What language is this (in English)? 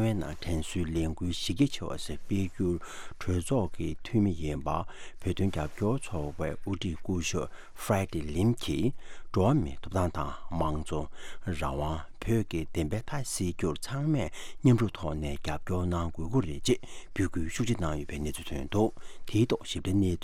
Tibetan